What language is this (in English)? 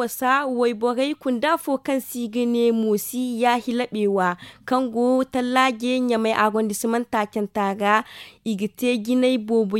Zarma